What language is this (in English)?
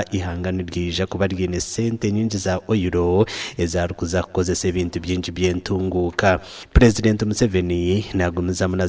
Nyankole